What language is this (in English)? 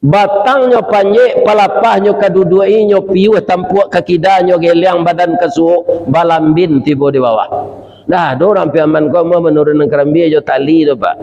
Minangkabau